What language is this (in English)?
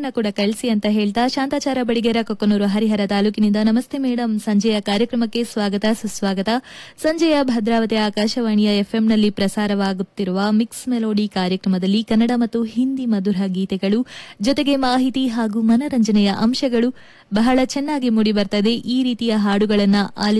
Kannada